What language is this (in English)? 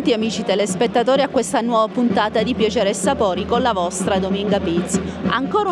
Italian